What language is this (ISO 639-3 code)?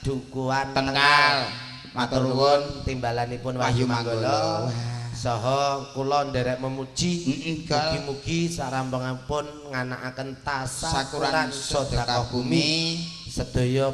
jav